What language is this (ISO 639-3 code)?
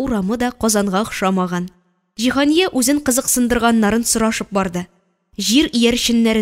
tat